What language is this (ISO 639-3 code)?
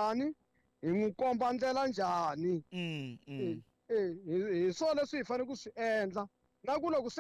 tso